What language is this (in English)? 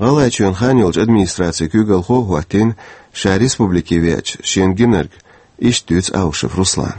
Chechen